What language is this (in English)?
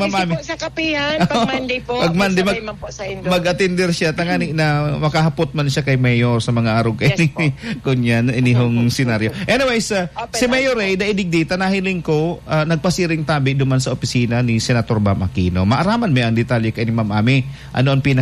Bikol